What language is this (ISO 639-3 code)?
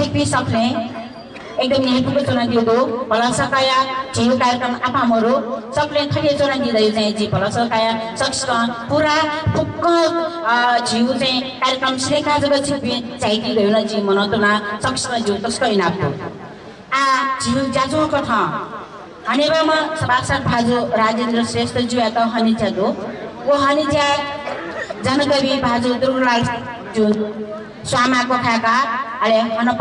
new